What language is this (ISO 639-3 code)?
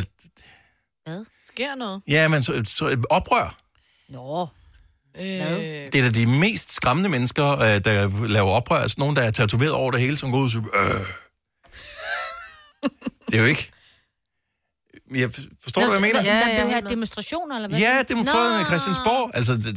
dan